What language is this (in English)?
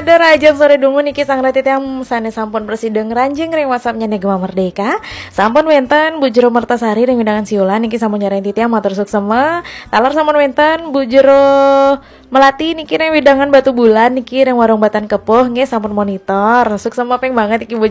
Balinese